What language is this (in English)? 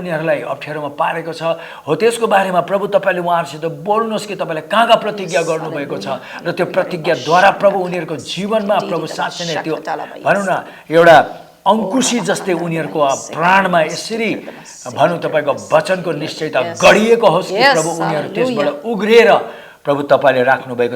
Nepali